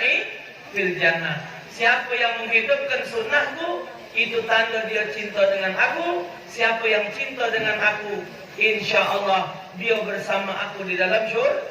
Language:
Musi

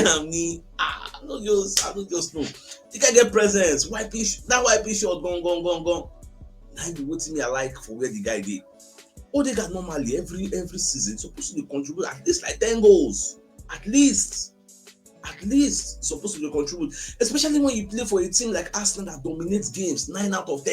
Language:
Nigerian Pidgin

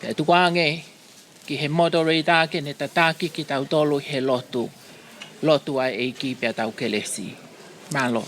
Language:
Tongan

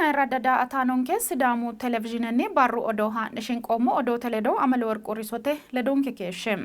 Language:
Sidamo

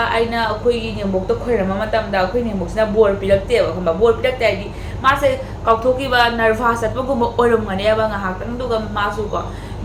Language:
Manipuri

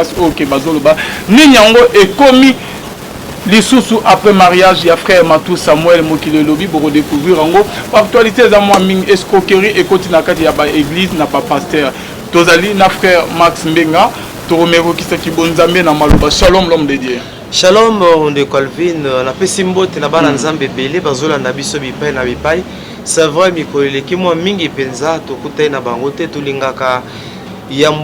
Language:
Lingala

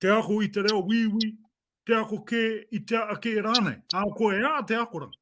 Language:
Māori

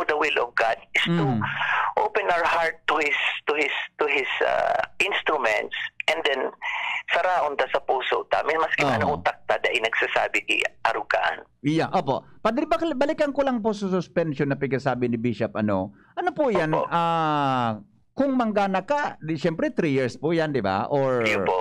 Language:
Bikol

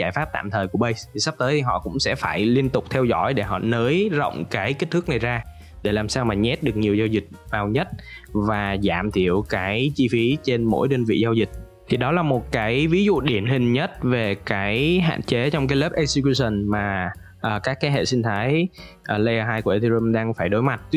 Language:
Vietnamese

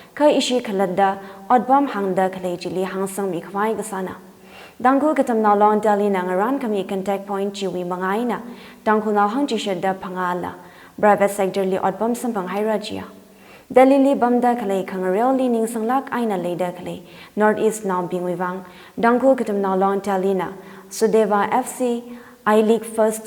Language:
Tangkhul Naga (India)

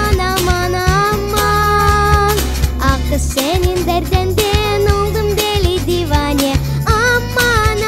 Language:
Crimean Tatar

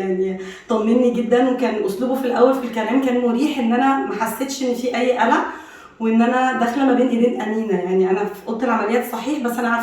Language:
Egyptian Arabic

